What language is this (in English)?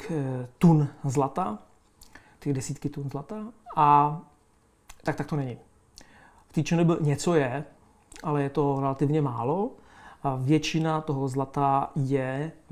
Czech